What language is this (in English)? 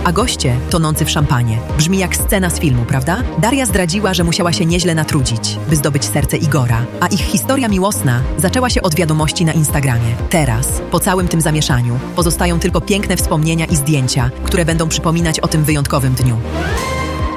Polish